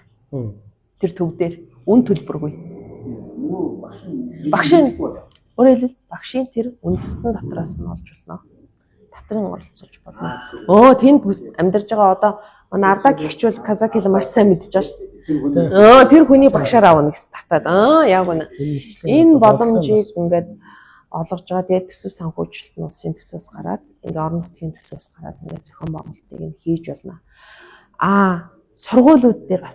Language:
Mongolian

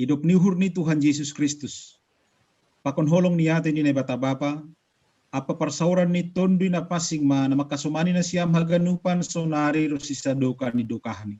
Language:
Batak Simalungun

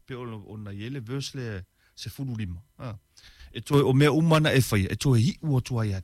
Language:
Samoan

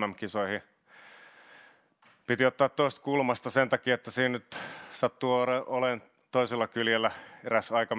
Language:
Finnish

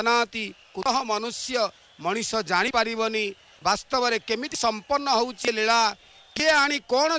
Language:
Odia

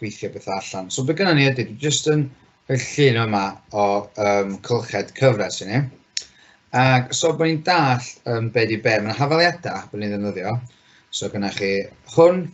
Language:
Welsh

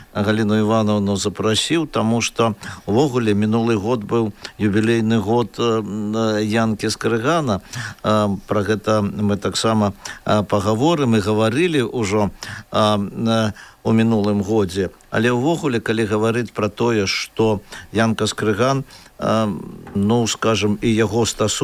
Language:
Belarusian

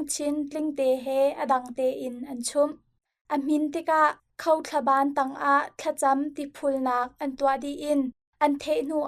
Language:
Hakha Chin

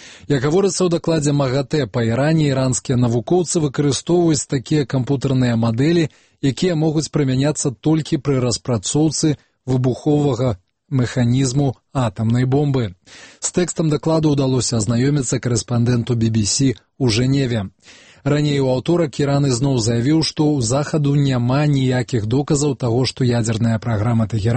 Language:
Belarusian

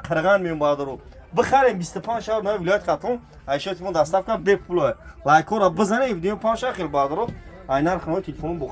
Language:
Tajik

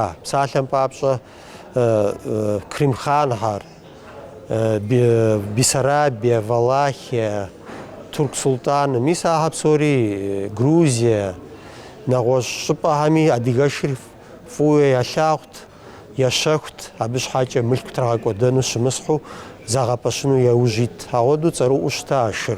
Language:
Kabardian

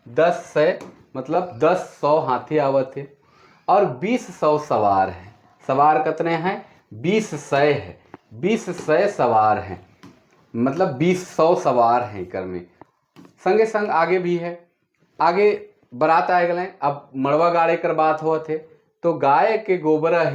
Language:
Sadri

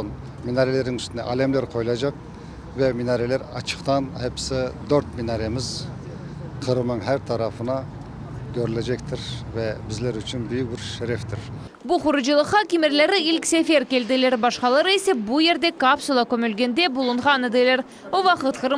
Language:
Crimean Tatar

